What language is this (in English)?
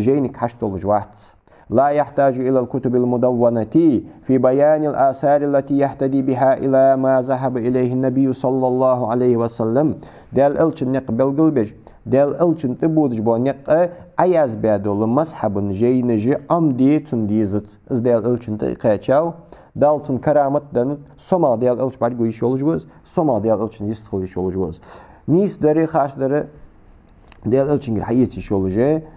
Ingush